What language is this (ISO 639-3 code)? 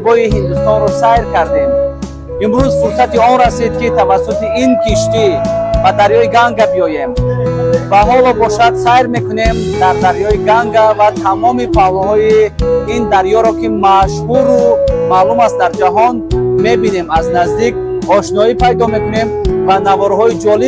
tgk